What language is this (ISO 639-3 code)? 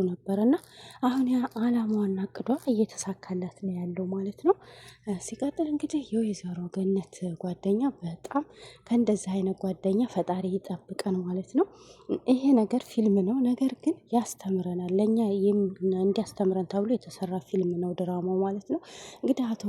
amh